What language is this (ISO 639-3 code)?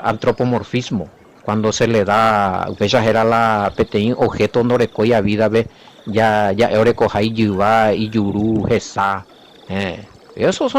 grn